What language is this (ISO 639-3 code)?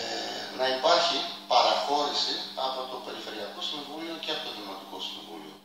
ell